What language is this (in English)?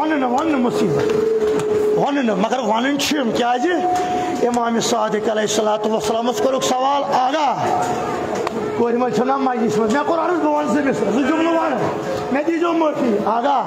Kashmiri